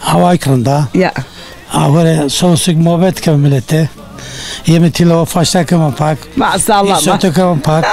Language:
Zaza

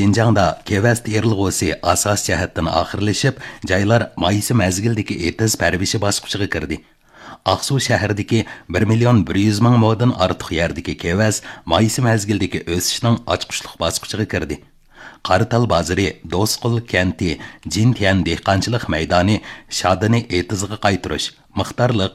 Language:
Uyghur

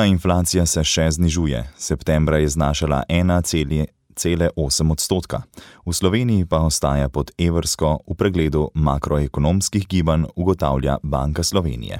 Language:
Slovenian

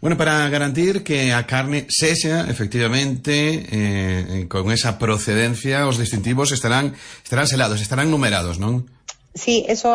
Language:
Galician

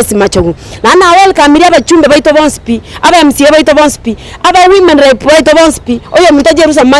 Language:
Gusii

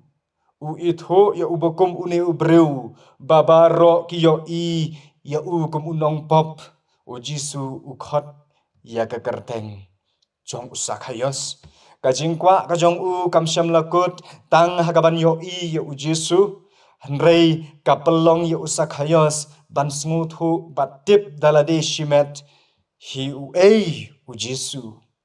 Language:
Khasi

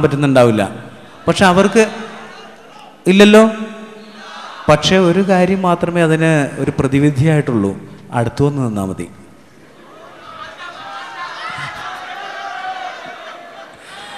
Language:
Malayalam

